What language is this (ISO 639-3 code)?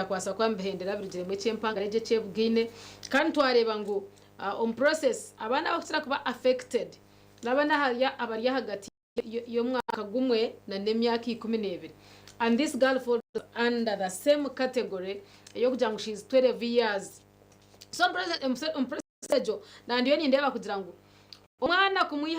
nyn